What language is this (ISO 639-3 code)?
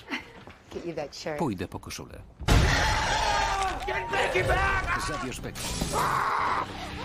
pol